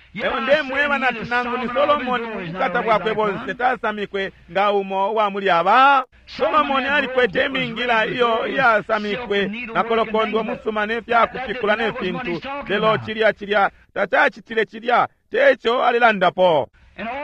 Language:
Bemba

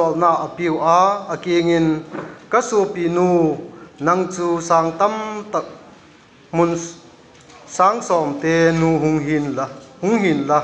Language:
Vaiphei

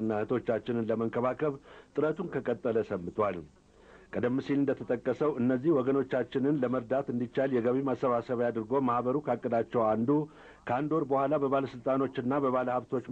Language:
Amharic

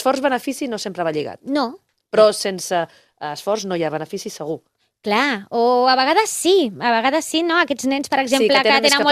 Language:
Catalan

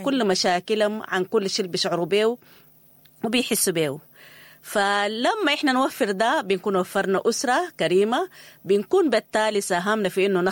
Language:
Sudanese Arabic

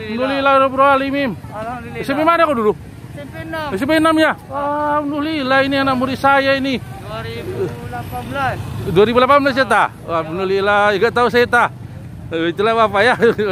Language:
Indonesian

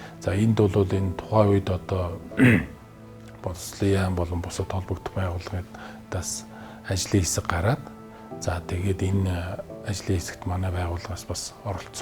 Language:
Mongolian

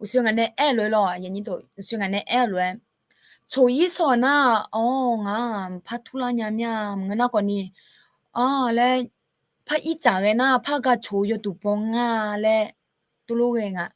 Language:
Akha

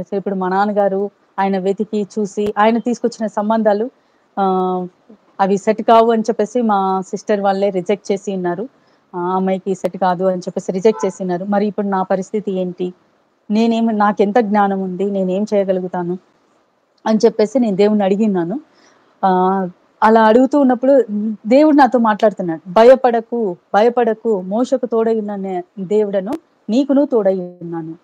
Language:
Telugu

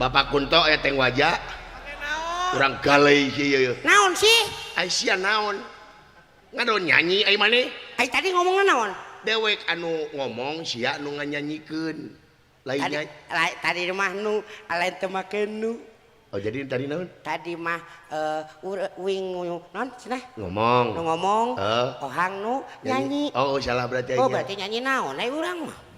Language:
Sundanese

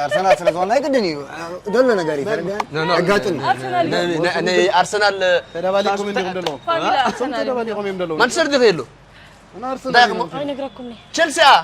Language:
Tigrinya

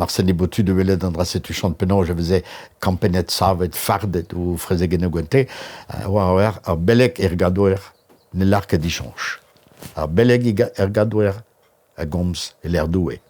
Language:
Breton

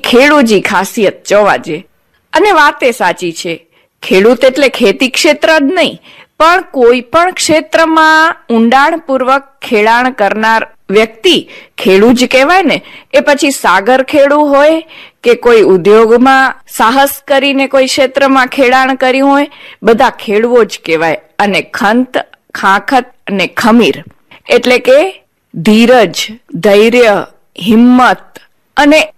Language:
Gujarati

